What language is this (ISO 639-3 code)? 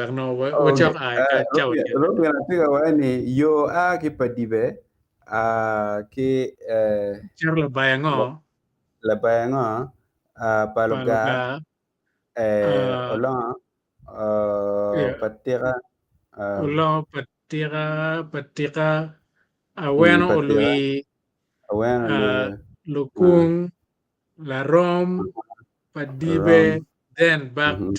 ach